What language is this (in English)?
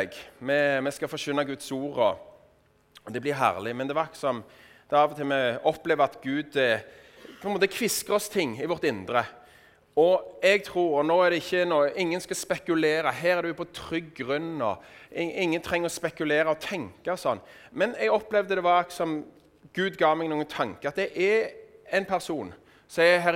Norwegian